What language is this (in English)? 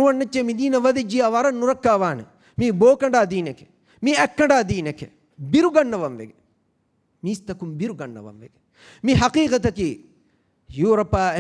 Divehi